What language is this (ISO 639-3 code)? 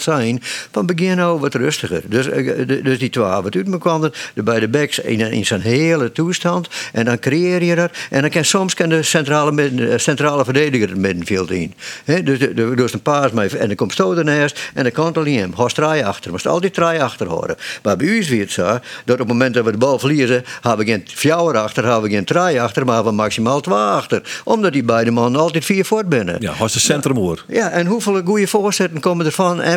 fry